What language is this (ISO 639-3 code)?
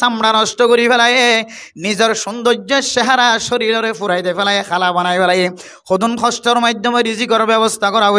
rhg